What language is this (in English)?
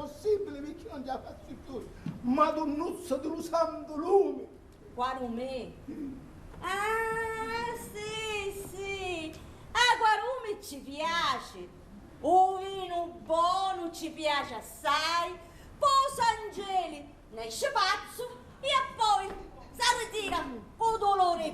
Sicilian